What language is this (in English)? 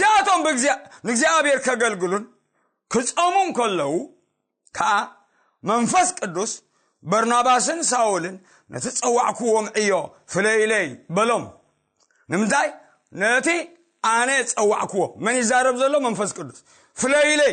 Tigrinya